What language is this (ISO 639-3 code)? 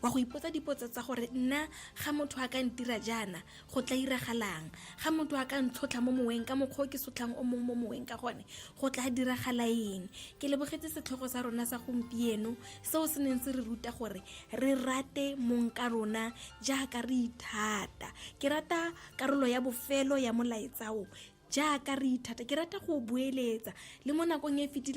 tsn